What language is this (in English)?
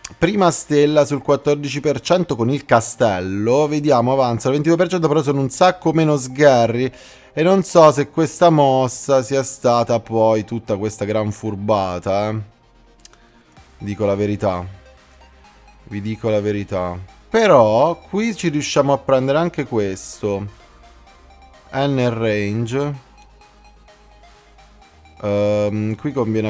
Italian